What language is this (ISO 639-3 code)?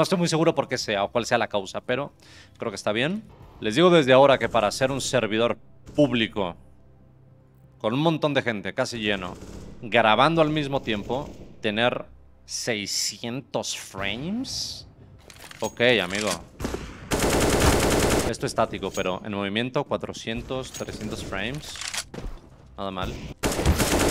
spa